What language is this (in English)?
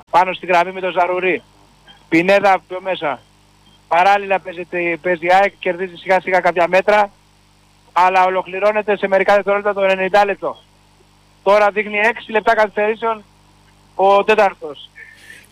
Greek